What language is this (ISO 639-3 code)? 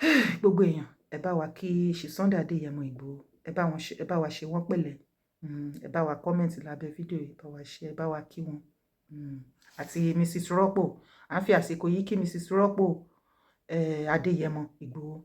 yor